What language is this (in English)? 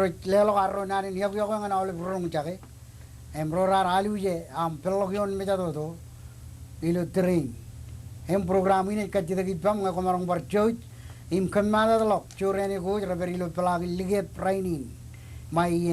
Marshallese